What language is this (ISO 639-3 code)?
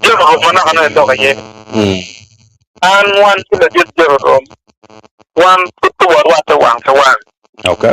ach